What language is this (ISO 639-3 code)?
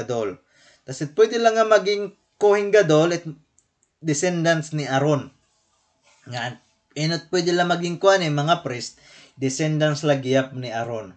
war